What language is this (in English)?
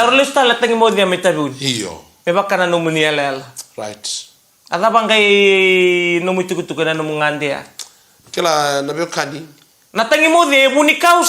Fijian